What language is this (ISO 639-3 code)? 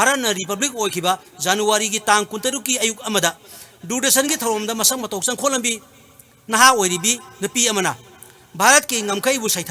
mni